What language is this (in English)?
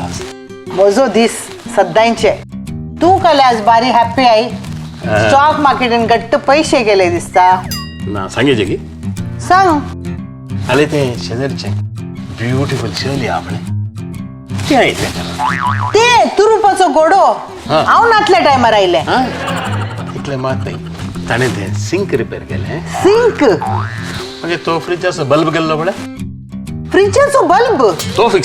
Konkani